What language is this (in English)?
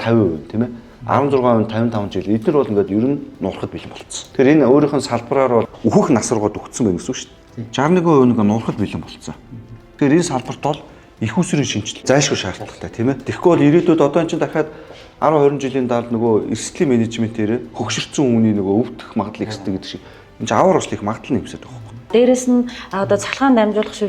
Mongolian